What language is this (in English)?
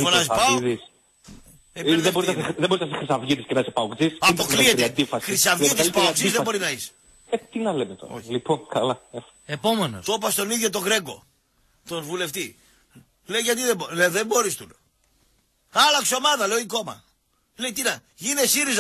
Greek